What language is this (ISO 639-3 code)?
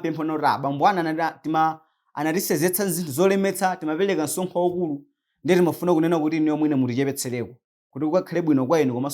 nya